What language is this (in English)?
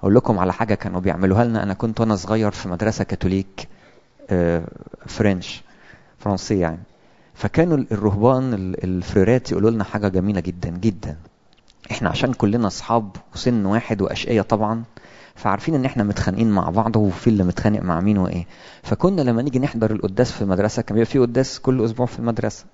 Egyptian Arabic